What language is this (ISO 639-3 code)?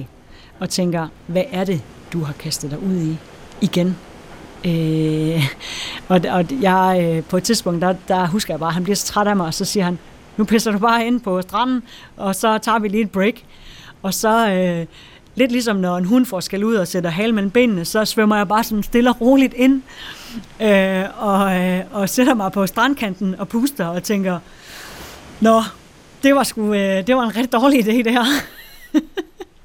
dan